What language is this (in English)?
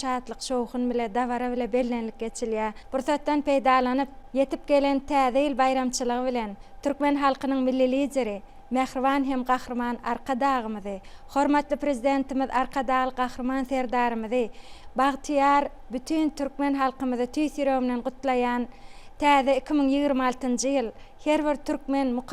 Turkmen